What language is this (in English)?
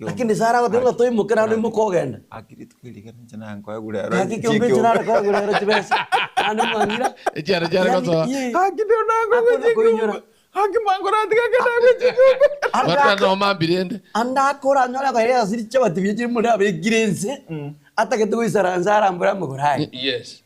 Gusii